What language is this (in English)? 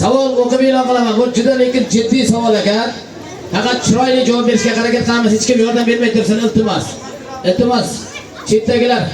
Uzbek